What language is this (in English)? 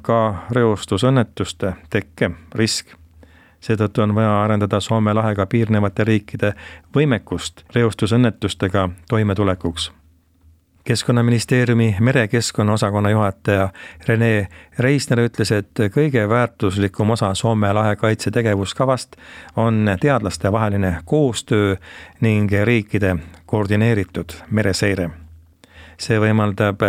Estonian